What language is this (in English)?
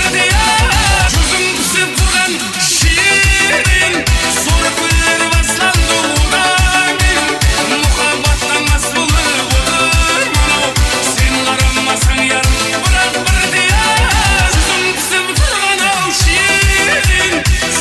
Kara-Kalpak